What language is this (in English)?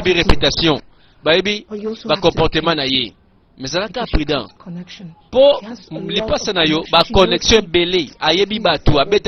Lingala